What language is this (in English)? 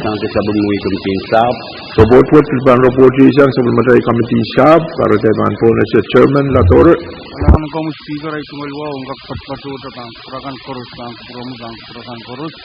Pohnpeian